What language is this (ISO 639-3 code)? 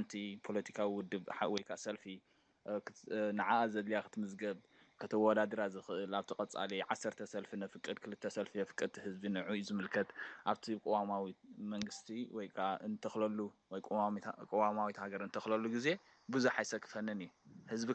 tir